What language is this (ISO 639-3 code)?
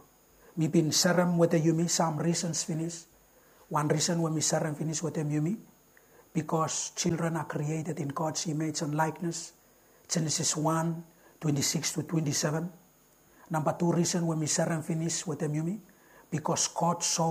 bis